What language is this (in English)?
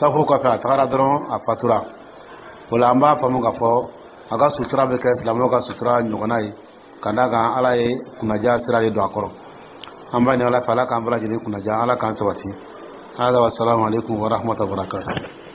Dyula